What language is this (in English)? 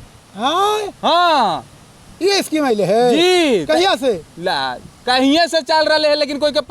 Magahi